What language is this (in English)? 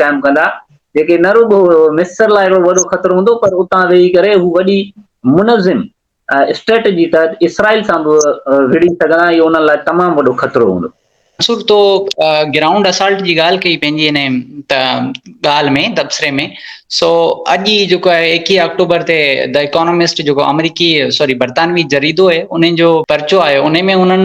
Sindhi